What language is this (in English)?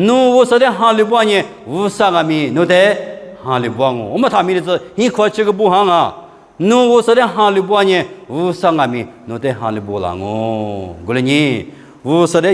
Lisu